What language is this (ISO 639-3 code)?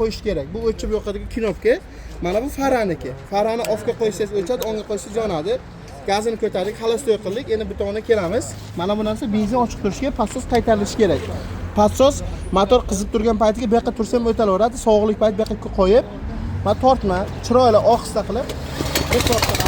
uzb